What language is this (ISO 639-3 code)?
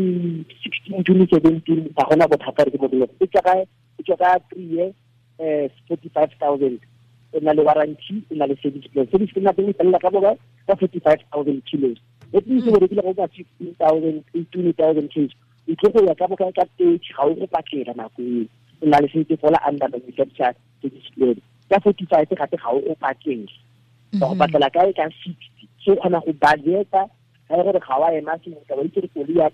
tsn